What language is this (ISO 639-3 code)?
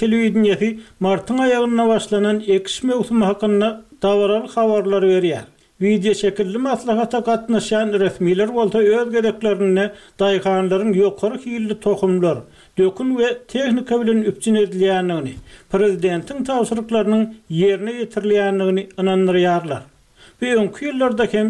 tuk